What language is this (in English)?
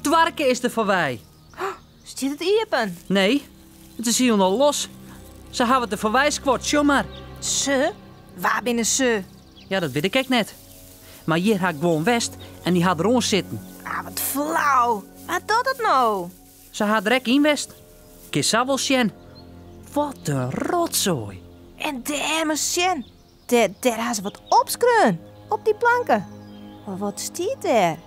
Western Frisian